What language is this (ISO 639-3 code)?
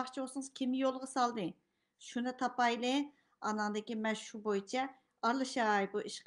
uig